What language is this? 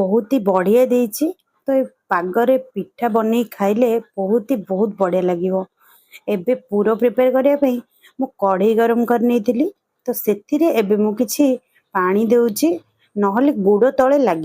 Odia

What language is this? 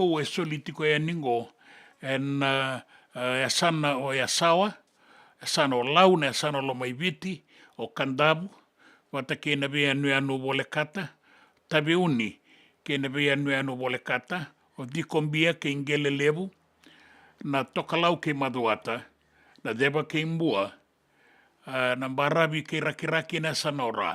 Fijian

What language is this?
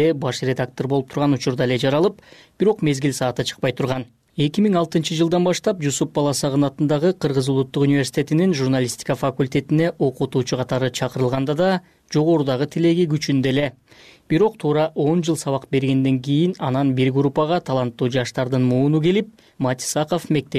Kyrgyz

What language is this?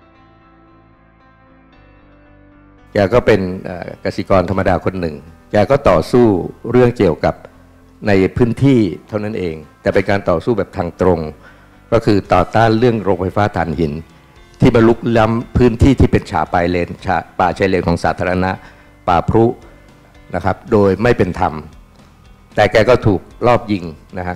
Thai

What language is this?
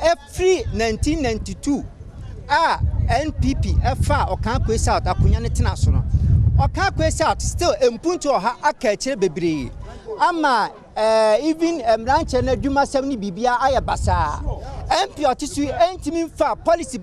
Akan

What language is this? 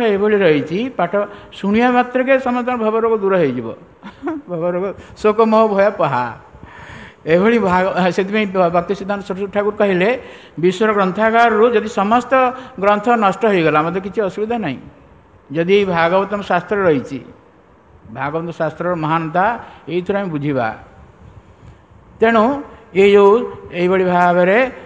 Odia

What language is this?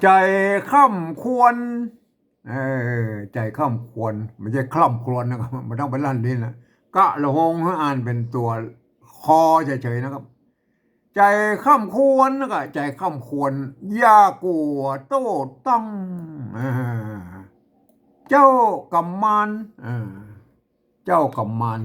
Northern Thai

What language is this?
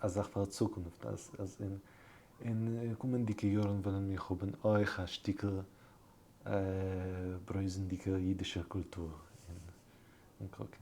Yiddish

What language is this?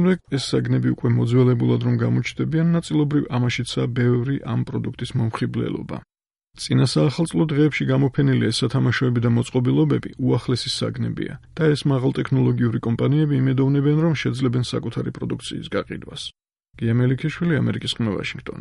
Georgian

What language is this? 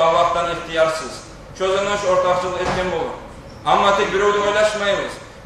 Kumyk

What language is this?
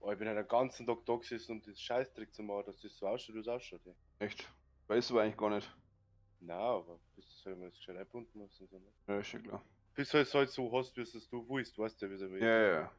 Bavarian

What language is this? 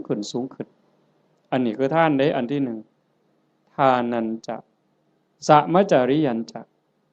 Northeastern Thai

